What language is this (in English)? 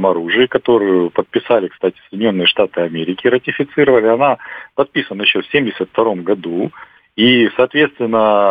Russian